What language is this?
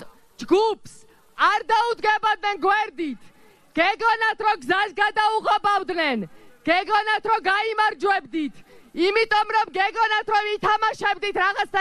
Georgian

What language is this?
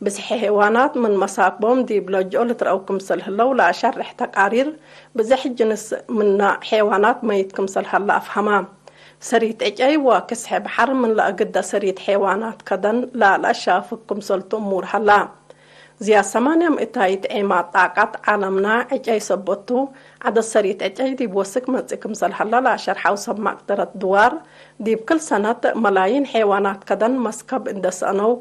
Tigre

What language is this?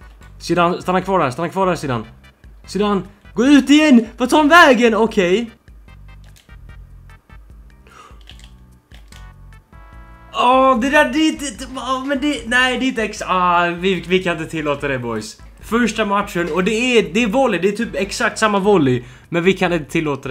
Swedish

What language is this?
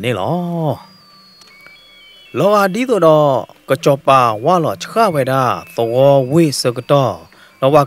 S'gaw Karen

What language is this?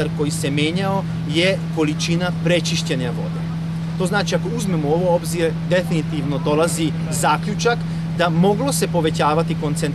Serbian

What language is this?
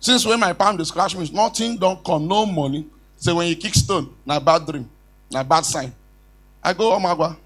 Nigerian Pidgin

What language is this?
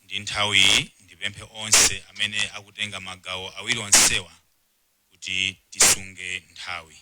Nyanja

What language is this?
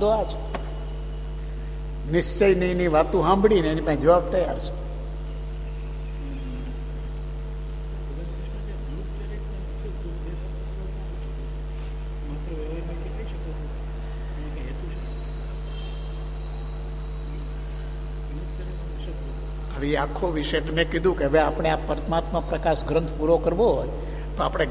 Gujarati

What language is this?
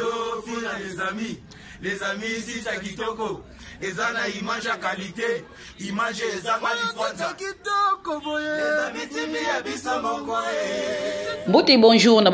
Lingala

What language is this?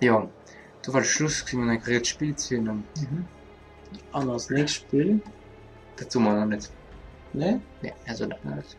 Luxembourgish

